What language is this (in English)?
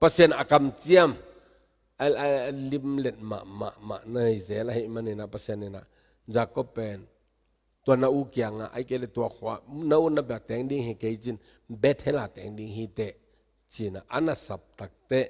Tedim Chin